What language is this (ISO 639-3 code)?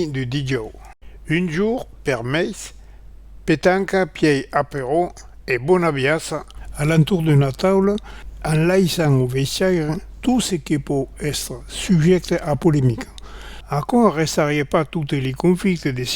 oci